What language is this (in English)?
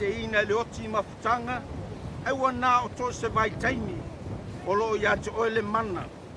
Samoan